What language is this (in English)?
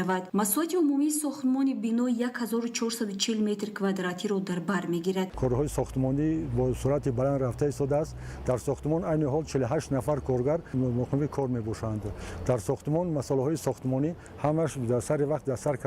Tajik